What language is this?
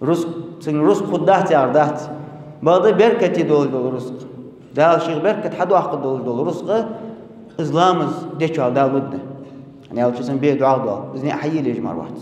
Ingush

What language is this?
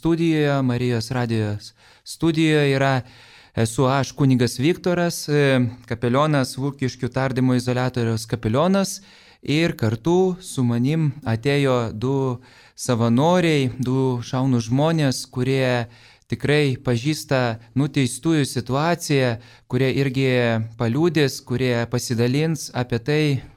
Lithuanian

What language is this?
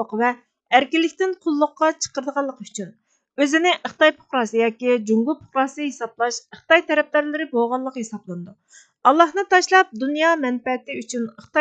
Uyghur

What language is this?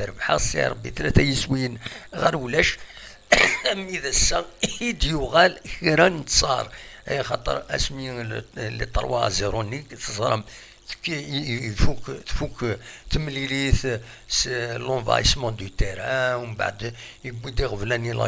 Kabyle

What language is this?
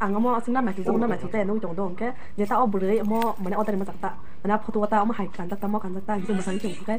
Kok Borok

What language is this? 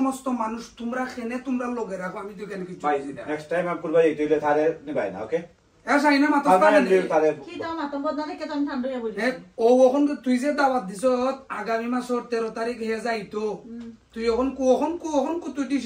Sylheti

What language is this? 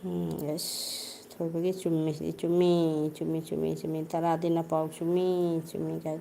Manipuri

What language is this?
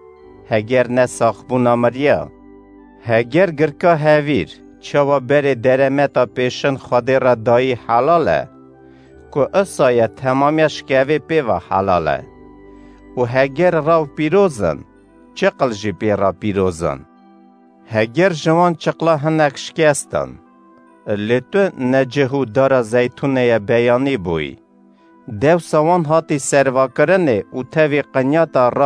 Kurdish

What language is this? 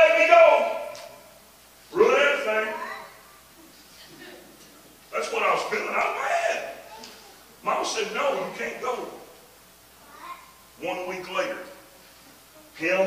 English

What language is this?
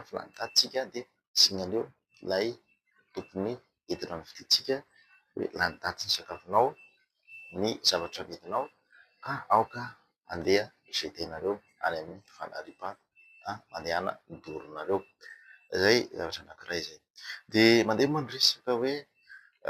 Malagasy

